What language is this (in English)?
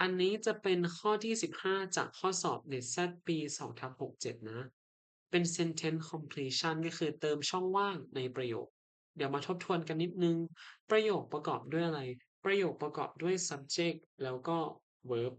Lao